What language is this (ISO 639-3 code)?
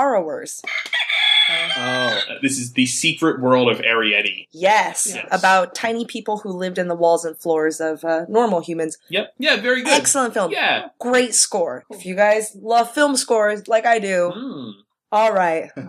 eng